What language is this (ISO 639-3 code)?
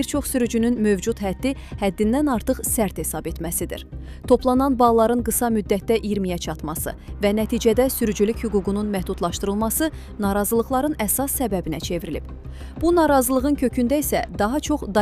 aze